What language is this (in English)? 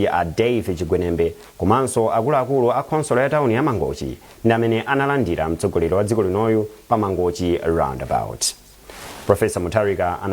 Nyanja